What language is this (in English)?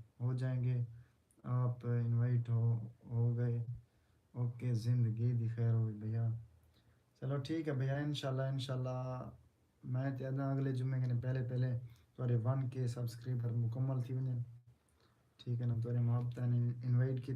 Saraiki